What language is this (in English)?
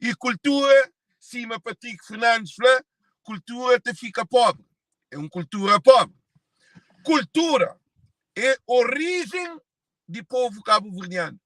Kabuverdianu